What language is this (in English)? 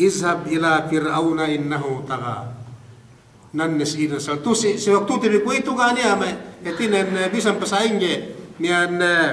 Yakan